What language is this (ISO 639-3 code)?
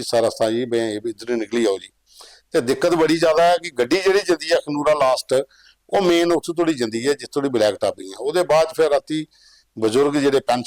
doi